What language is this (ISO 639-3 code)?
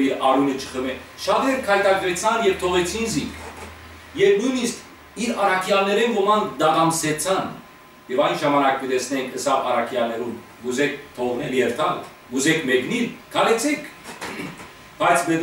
hyw